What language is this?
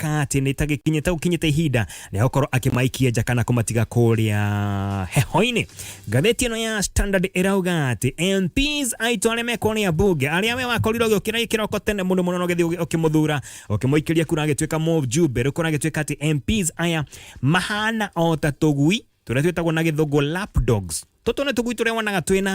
Kikuyu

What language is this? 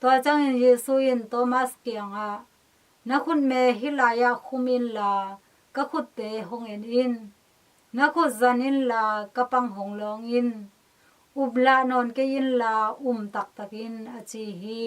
Tedim Chin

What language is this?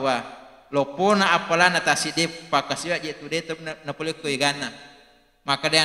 Buginese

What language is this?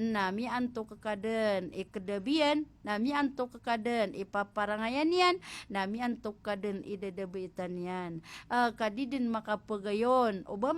Maranao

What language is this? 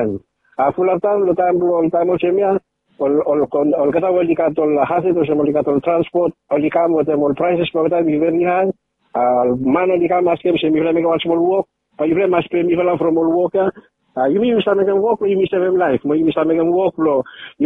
Bislama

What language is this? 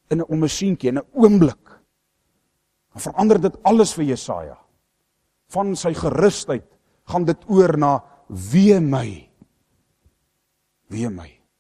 Afrikaans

